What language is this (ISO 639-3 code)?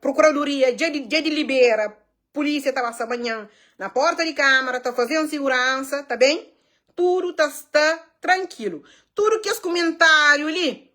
kea